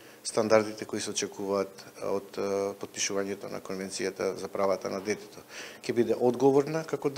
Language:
Macedonian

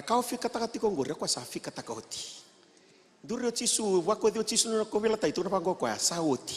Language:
Fijian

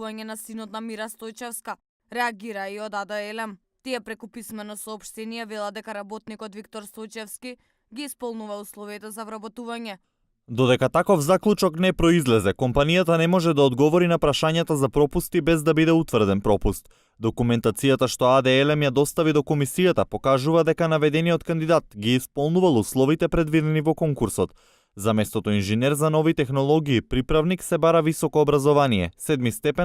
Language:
Macedonian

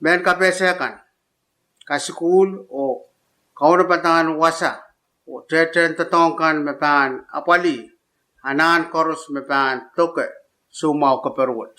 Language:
Pohnpeian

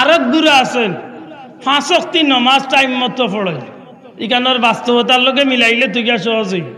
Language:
Sylheti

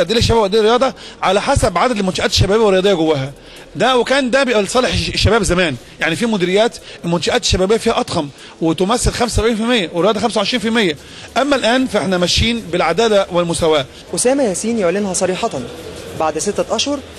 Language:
Egyptian Arabic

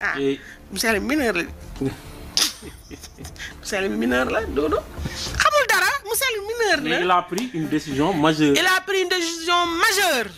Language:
Wolof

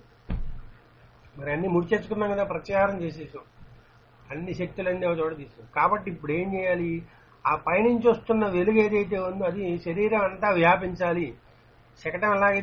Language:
Telugu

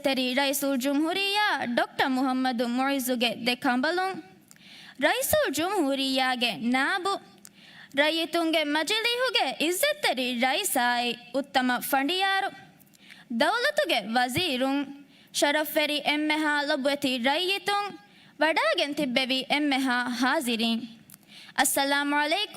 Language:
Divehi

